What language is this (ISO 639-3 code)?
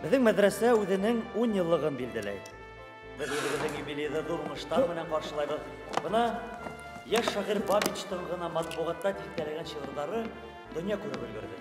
bak